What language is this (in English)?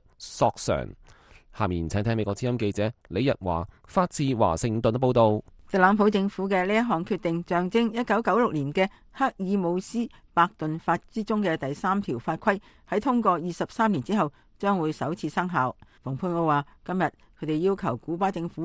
Cantonese